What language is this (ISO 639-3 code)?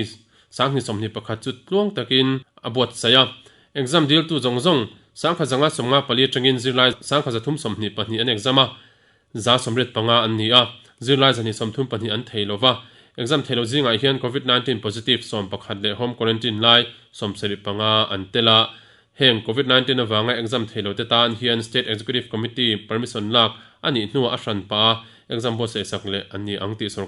lus